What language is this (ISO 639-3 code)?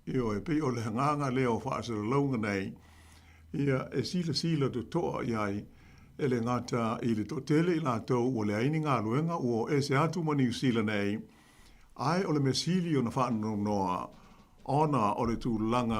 smo